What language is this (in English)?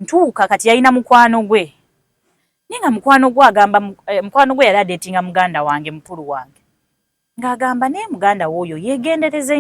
Ganda